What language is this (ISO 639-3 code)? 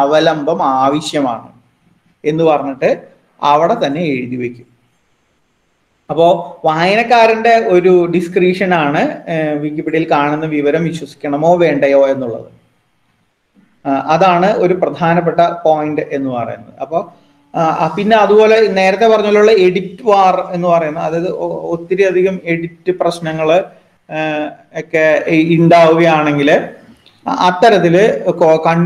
mal